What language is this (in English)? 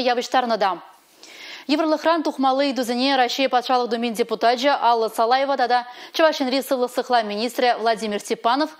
Chuvash